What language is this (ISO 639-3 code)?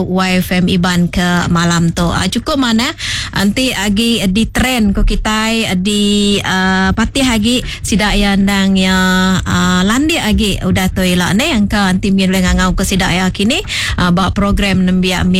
iba